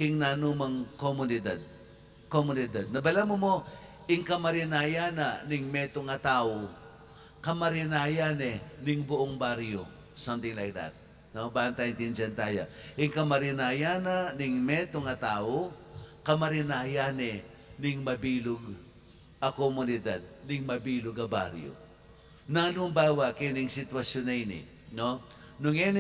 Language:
Pampanga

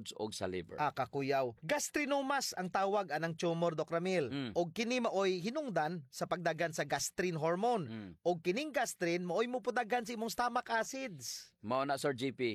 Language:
Cebuano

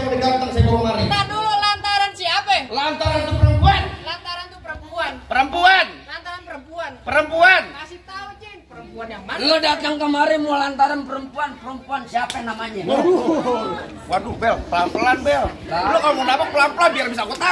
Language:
Betawi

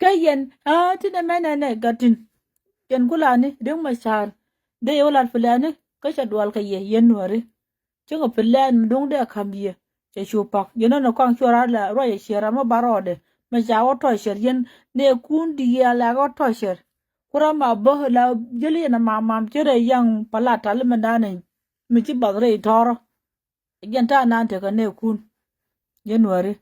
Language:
Nuer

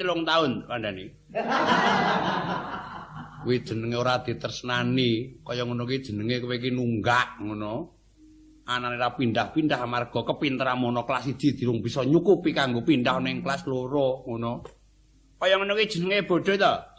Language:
Javanese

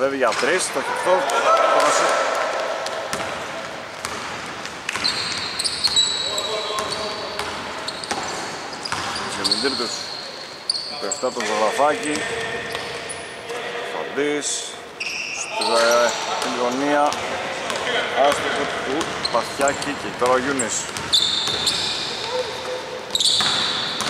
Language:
Greek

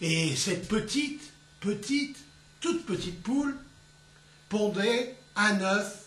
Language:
Picard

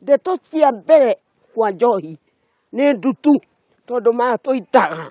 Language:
Kikuyu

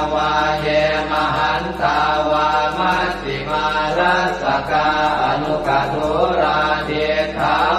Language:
Pali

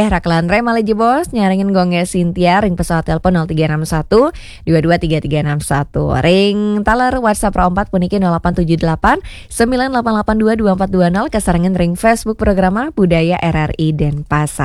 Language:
Balinese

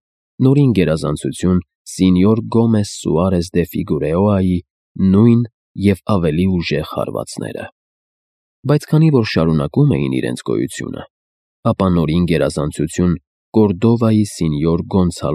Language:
Armenian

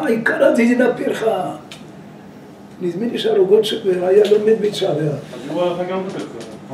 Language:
Hebrew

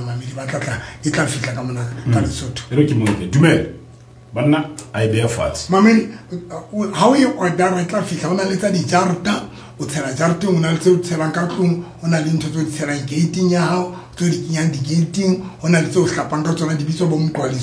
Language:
Southern Sotho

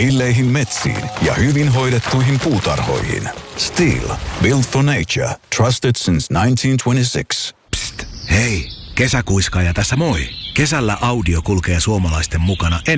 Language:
Finnish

